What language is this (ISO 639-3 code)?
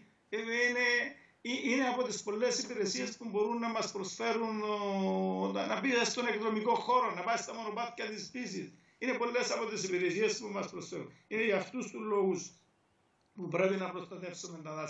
ell